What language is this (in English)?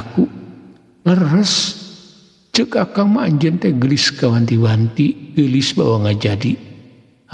Sundanese